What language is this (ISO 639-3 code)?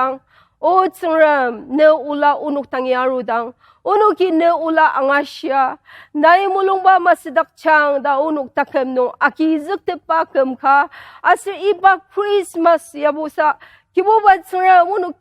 njo